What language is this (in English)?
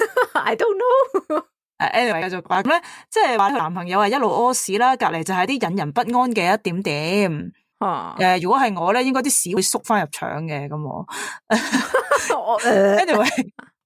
Cantonese